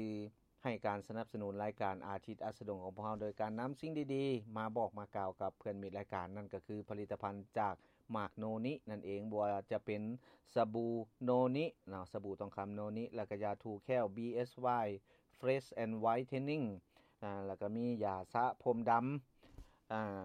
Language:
Lao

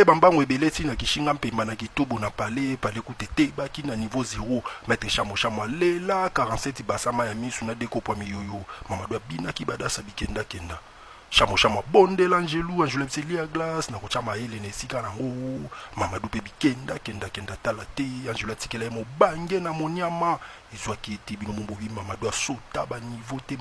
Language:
Lingala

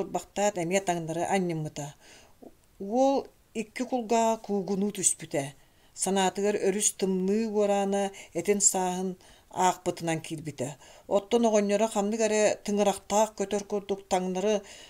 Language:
Yakut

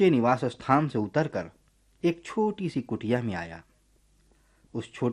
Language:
Hindi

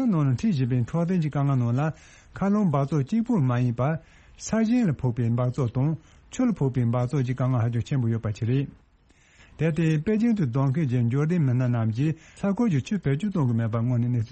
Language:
Tibetan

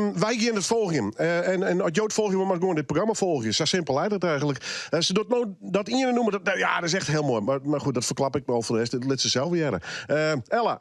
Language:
Western Frisian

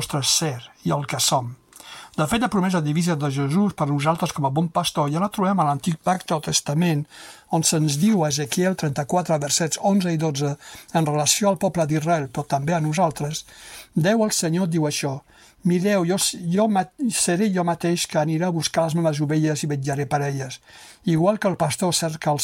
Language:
Catalan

